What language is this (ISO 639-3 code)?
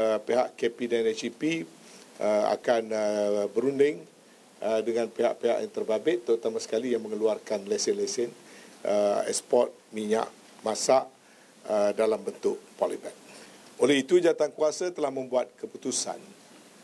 msa